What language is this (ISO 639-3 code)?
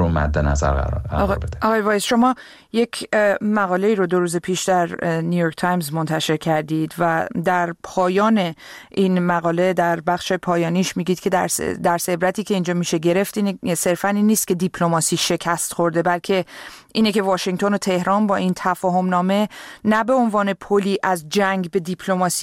fas